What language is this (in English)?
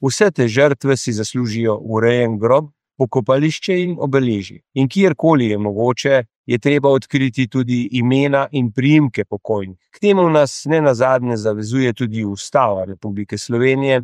Slovenian